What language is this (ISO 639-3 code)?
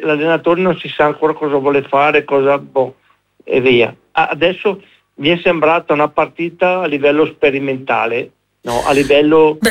ita